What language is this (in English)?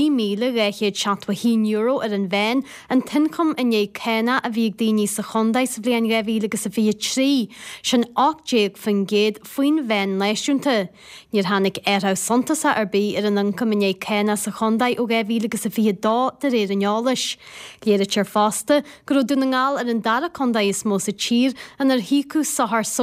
Irish